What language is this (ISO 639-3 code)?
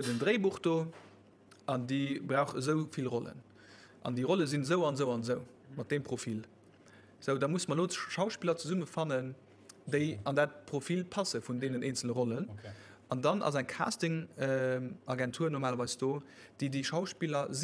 ltz